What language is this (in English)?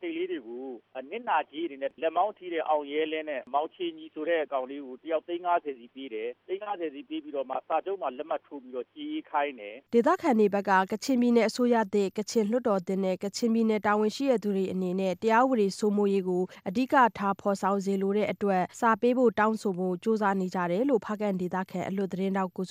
Burmese